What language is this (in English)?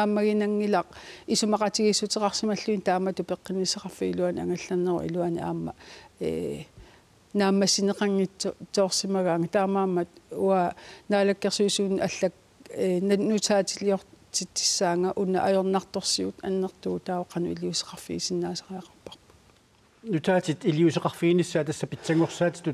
Kalaallisut